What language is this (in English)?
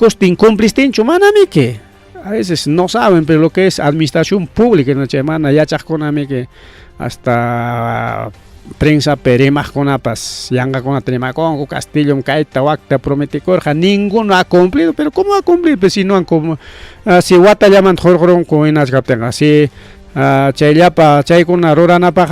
Ayacucho Quechua